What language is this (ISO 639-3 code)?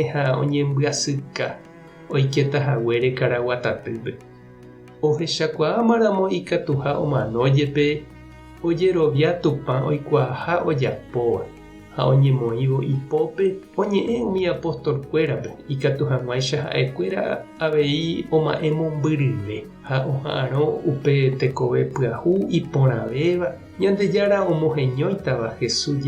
grn